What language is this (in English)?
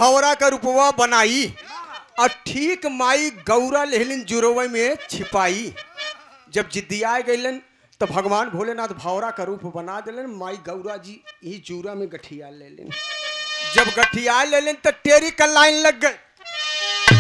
Bhojpuri